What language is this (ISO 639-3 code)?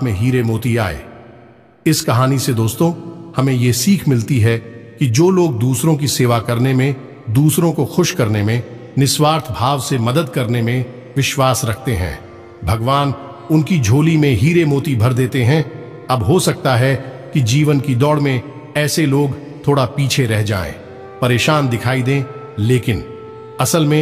hin